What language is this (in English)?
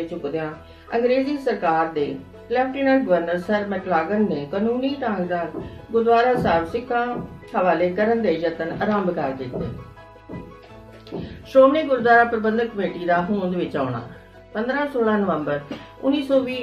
Punjabi